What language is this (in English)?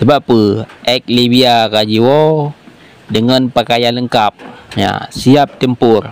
Achinese